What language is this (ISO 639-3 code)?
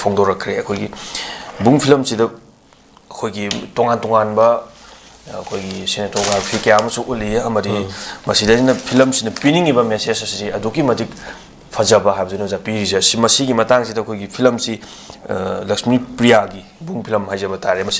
mni